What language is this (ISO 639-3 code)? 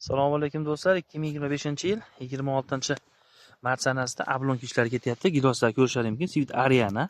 uzb